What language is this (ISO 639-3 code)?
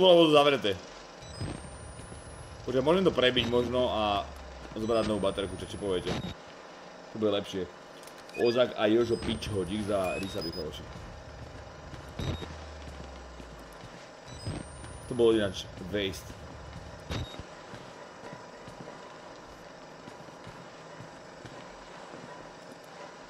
slk